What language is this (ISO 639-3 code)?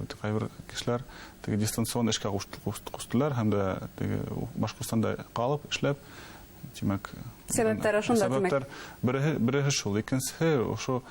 bak